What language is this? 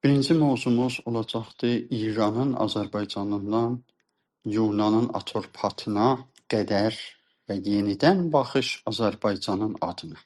South Azerbaijani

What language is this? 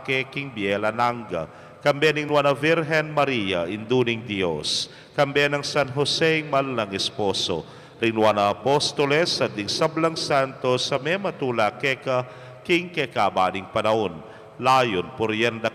Pampanga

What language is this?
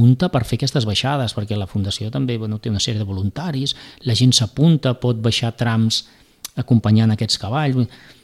Catalan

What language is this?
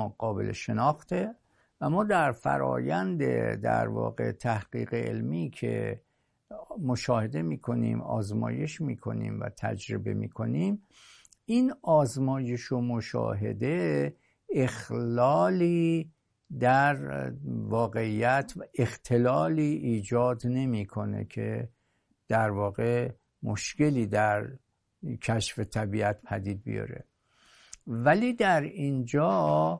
Persian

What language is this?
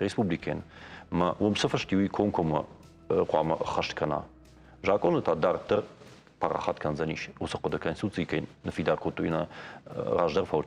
Ossetic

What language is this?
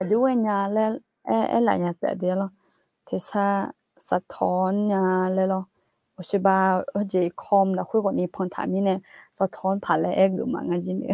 Akha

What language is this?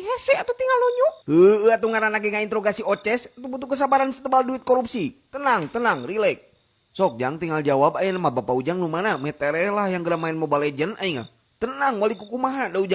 Sundanese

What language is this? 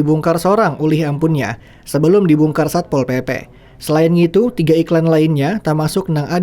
Banjar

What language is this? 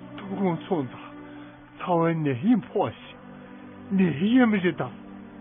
Tibetan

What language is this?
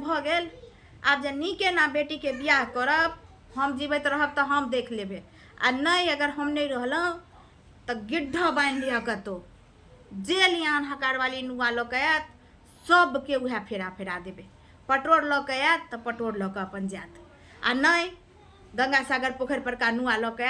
Maithili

